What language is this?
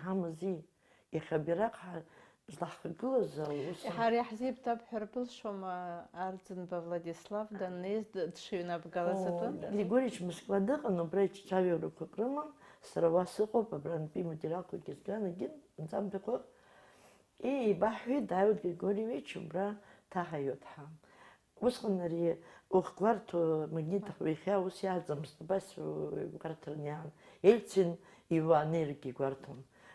Abkhazian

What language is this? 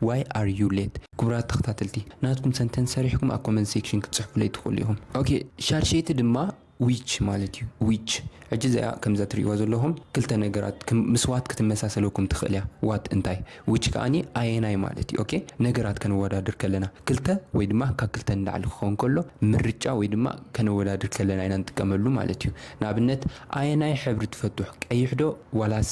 Tigrinya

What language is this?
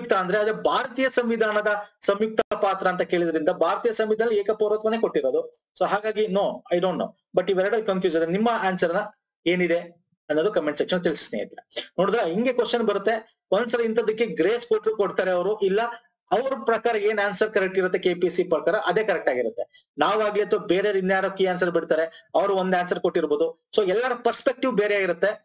Kannada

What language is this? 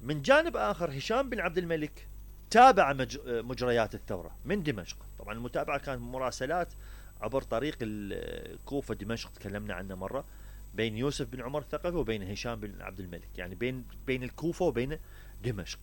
Mesopotamian Arabic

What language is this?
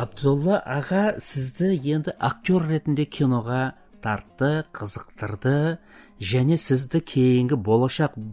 Kazakh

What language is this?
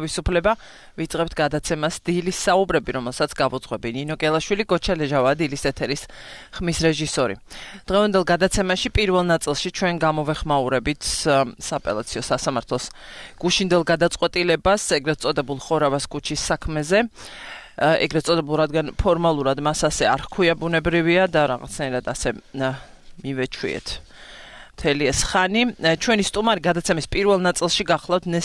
Georgian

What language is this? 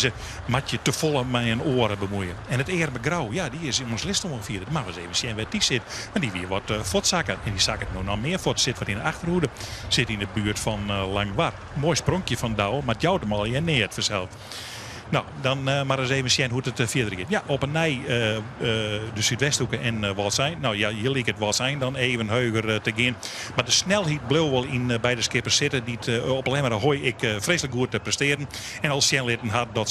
Western Frisian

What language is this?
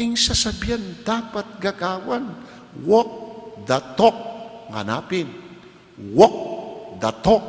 Pampanga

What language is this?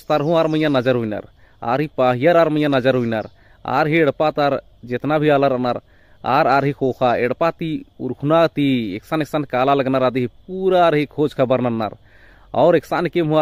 Kurukh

